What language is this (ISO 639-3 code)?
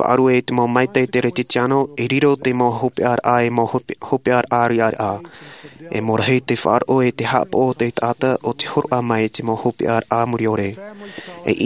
tah